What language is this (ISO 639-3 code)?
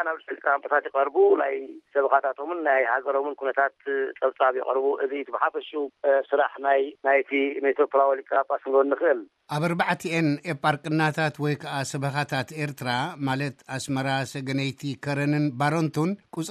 tir